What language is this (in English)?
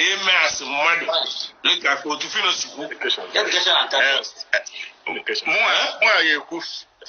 Igbo